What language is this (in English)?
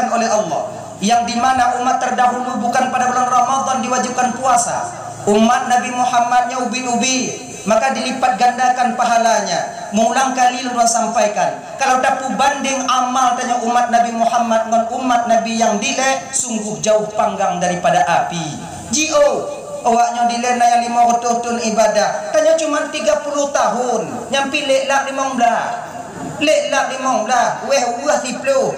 Achinese